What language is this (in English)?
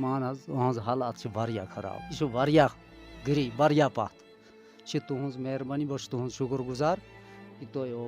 Kashmiri